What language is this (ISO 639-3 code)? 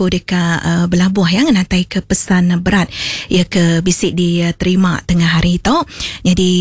iba